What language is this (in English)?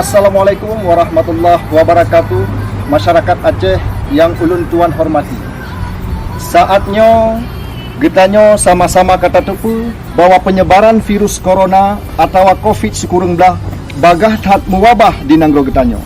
Achinese